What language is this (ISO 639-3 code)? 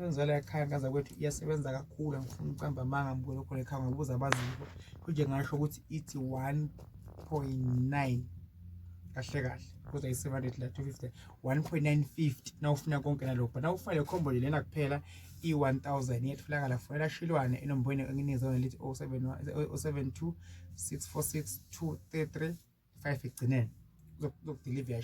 zul